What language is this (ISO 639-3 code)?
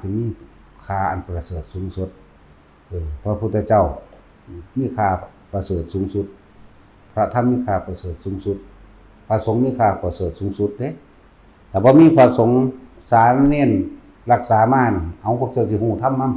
tts